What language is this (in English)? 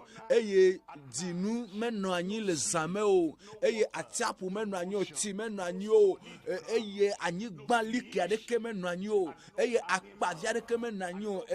Ewe